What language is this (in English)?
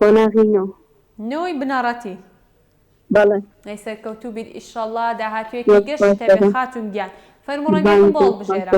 Central Kurdish